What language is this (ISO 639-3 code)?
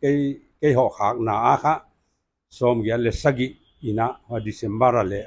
pck